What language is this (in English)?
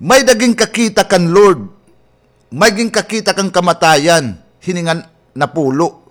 Waray